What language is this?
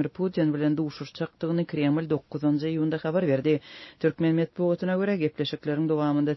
Turkmen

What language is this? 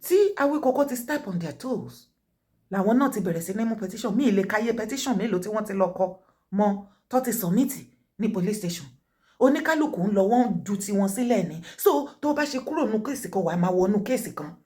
Yoruba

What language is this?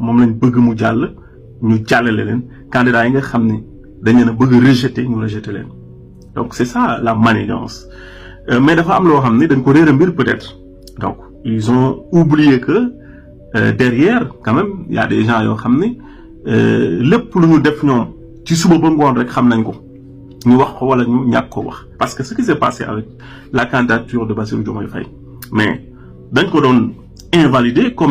Wolof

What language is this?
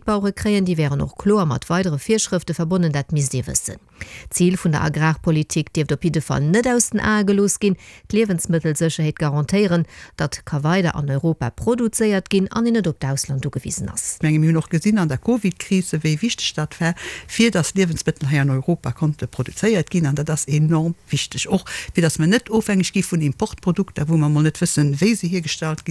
Luxembourgish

